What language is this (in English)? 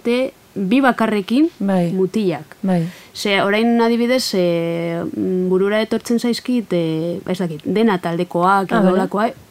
Basque